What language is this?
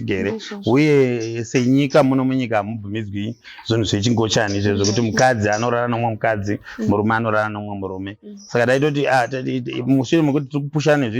Shona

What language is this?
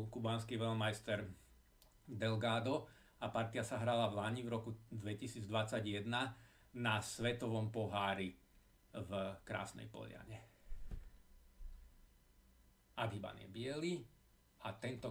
Slovak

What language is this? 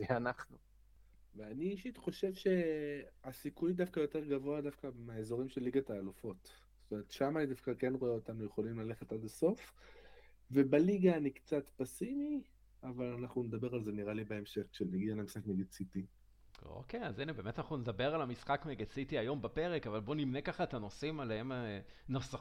Hebrew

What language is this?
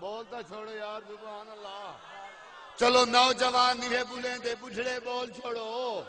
Saraiki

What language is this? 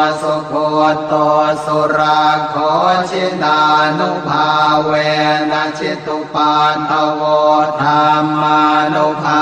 Pali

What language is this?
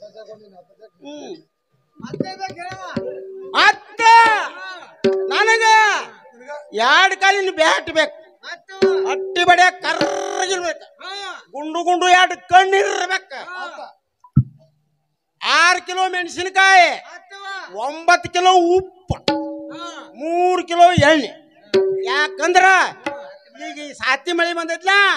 Kannada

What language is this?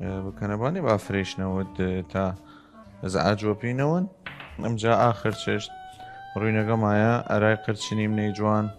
Southern Kurdish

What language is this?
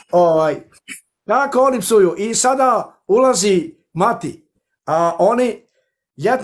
Bosnian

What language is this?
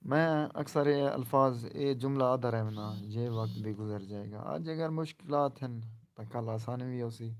Saraiki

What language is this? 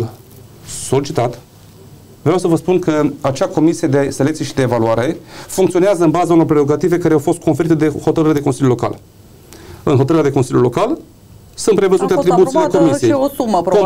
Romanian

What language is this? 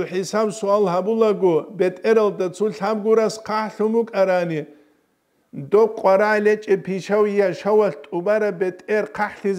Avaric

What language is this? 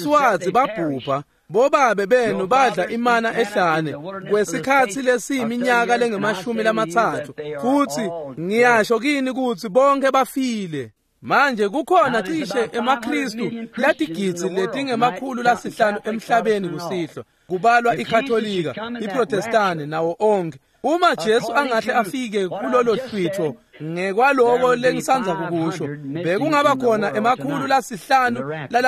Swati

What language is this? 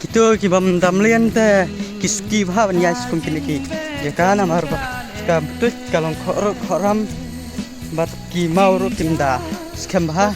Khasi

